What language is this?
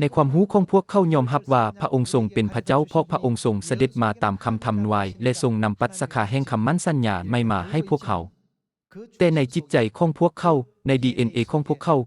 Lao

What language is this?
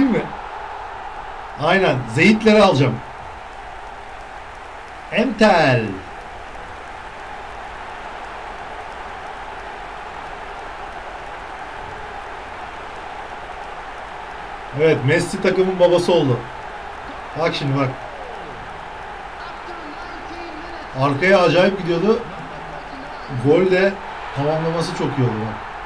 Turkish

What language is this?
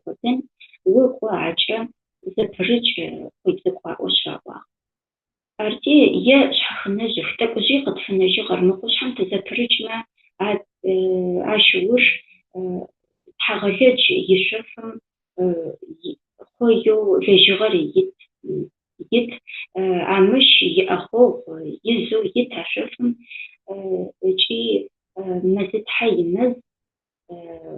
Adyghe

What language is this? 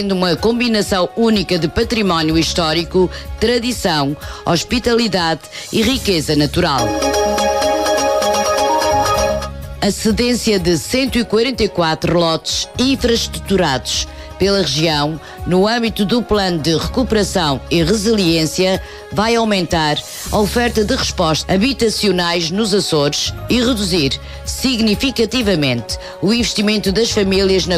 Portuguese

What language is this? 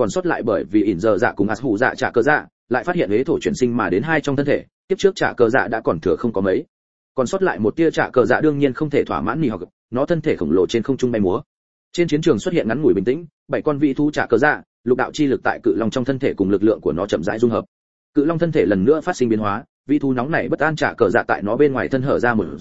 Vietnamese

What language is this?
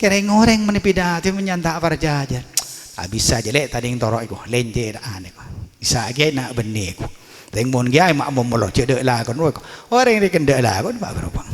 Madurese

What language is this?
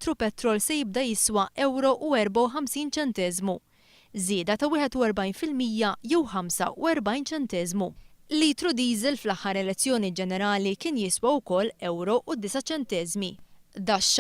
Maltese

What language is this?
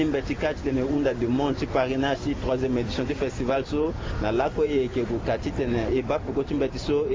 Sango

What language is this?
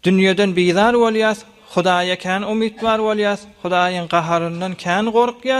Turkmen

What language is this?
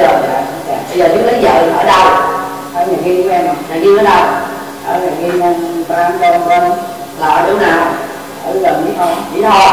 Vietnamese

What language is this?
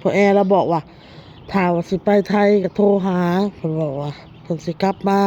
Northeastern Thai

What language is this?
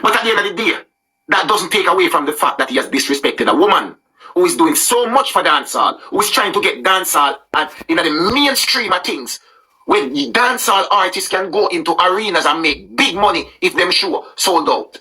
Jamaican Creole English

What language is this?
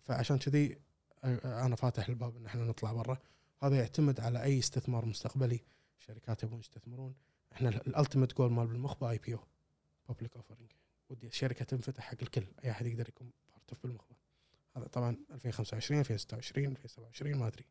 Gulf Arabic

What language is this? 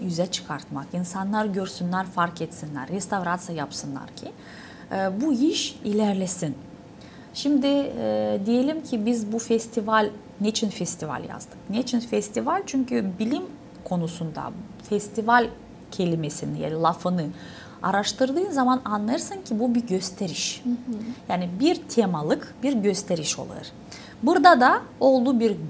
Gagauz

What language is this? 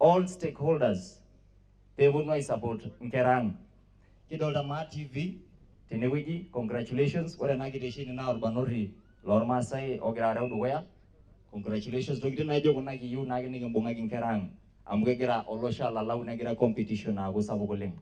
Masai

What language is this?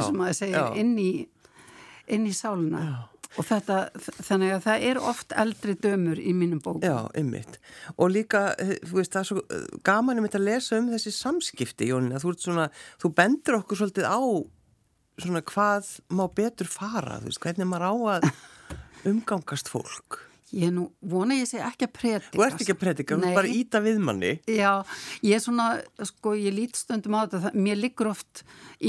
Icelandic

